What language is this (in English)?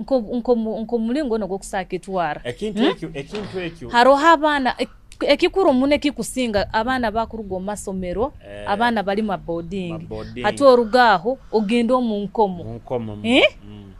Nyoro